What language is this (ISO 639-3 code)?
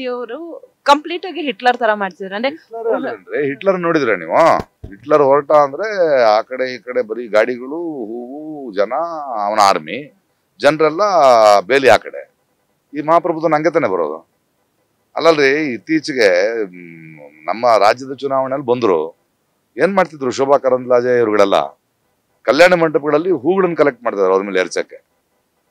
kan